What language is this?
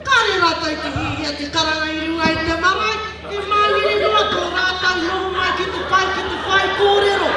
Māori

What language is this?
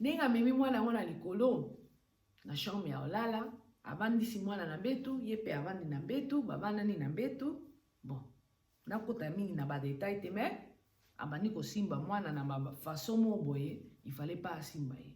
Lingala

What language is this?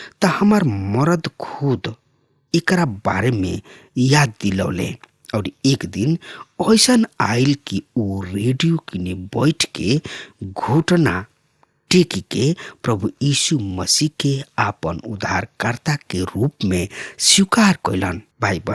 Bhojpuri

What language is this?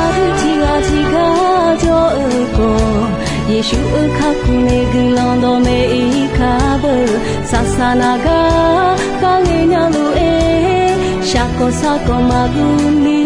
Akha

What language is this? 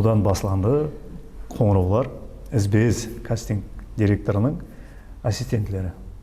Kara-Kalpak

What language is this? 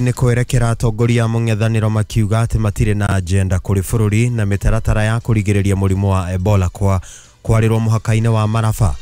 Kikuyu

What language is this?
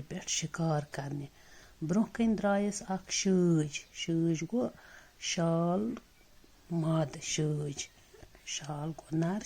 Kashmiri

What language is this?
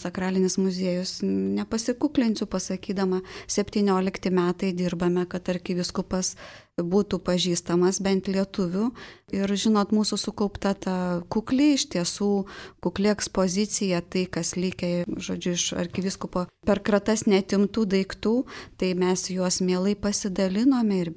Lithuanian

